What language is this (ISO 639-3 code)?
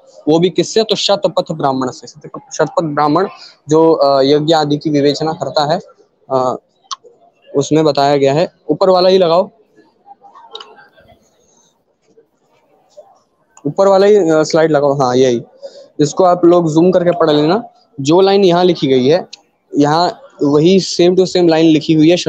hin